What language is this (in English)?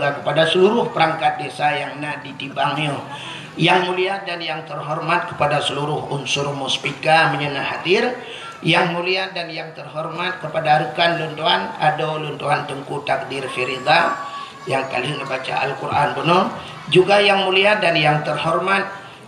Achinese